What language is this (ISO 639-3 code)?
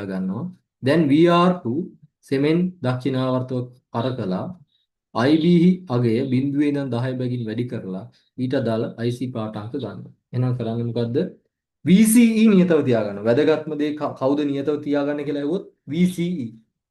sin